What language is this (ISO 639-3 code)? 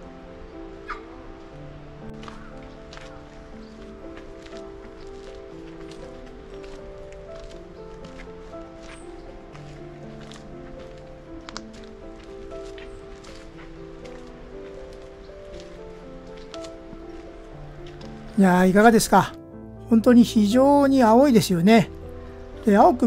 jpn